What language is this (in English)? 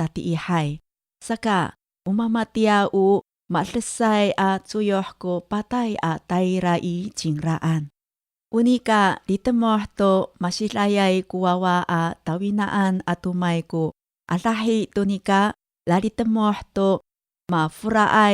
Amis